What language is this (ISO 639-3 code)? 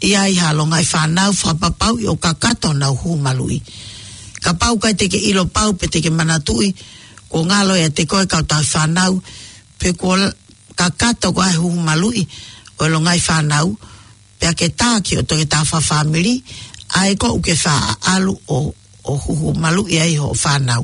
ton